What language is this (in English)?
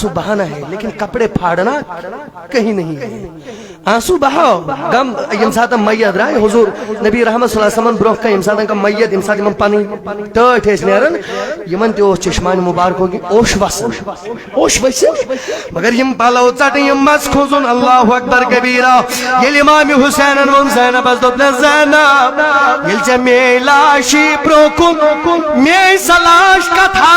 Kashmiri